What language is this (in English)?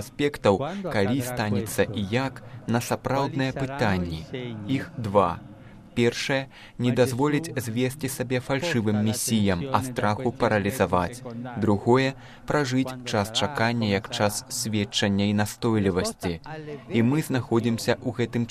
Belarusian